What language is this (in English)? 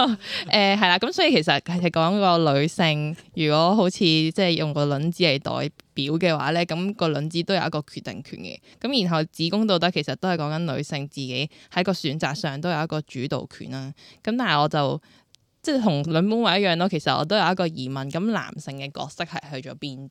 Cantonese